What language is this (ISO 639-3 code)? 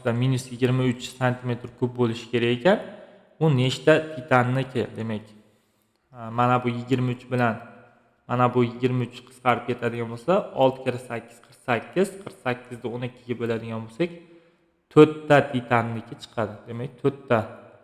uzb